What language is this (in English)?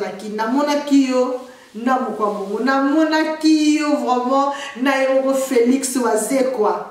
Lingala